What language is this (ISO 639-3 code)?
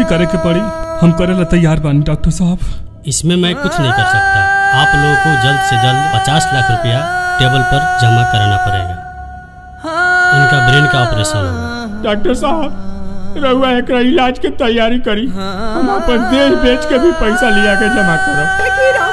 bho